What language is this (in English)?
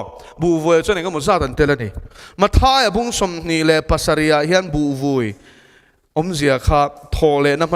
Mizo